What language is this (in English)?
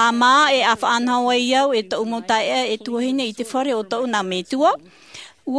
Tahitian